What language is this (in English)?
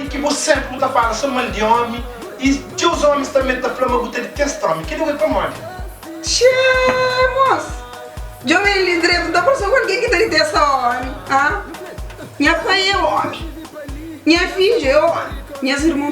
Kabuverdianu